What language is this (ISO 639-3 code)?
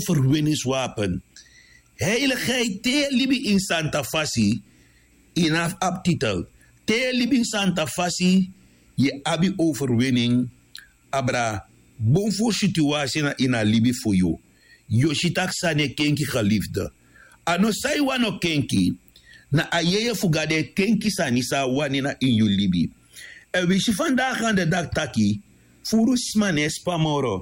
srn